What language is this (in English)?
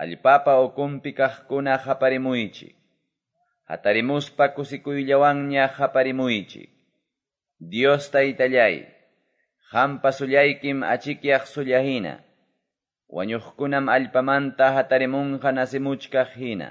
Quechua